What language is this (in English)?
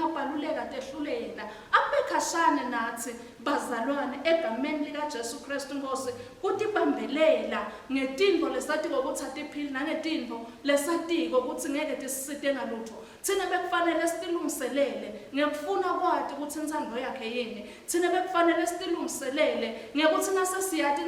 Swati